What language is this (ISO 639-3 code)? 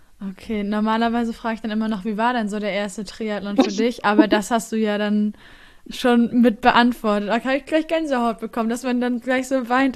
deu